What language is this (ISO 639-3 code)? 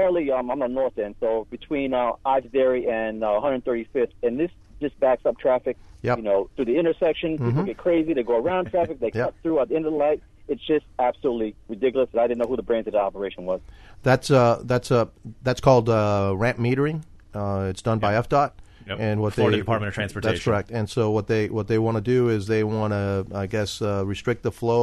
eng